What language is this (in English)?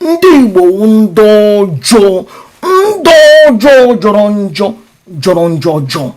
Igbo